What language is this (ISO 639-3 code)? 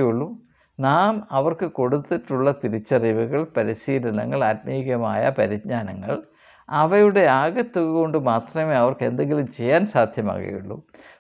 mal